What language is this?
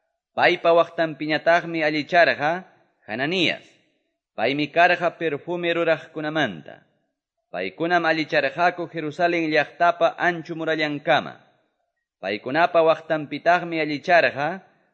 Quechua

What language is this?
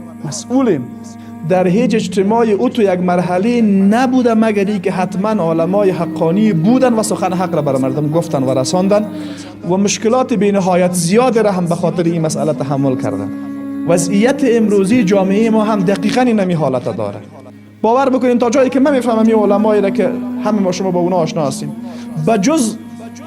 Persian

